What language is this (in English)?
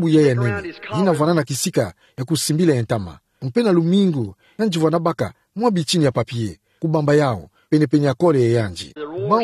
Kituba (Democratic Republic of Congo)